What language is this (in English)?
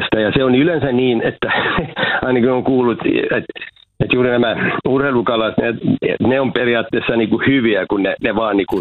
Finnish